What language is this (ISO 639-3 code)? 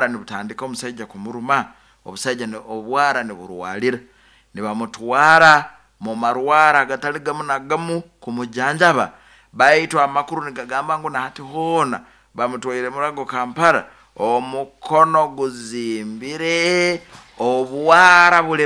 nyn